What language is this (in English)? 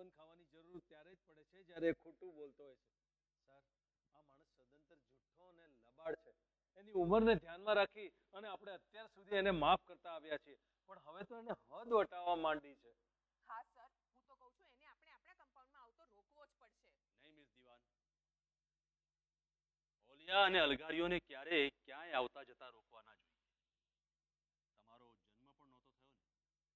Gujarati